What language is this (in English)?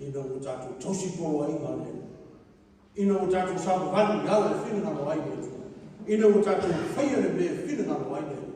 Samoan